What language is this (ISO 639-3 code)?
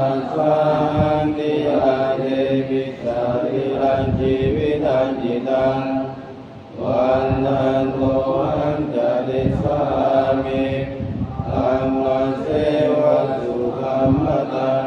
pli